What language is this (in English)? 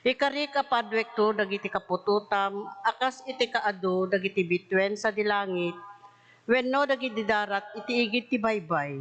Iloko